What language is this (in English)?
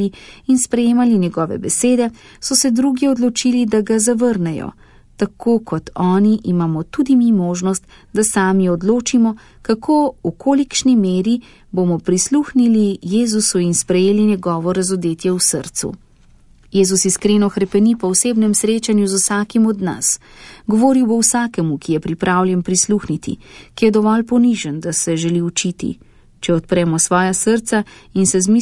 Slovenian